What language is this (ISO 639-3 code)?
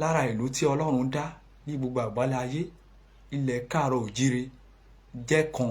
yor